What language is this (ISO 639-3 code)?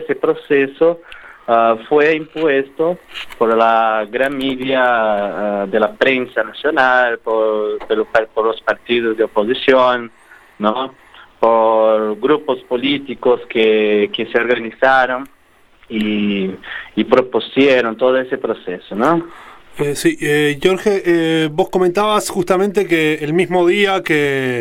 spa